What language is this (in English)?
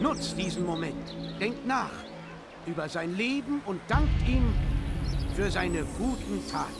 Bavarian